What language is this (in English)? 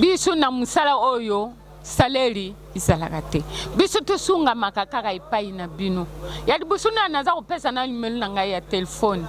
Lingala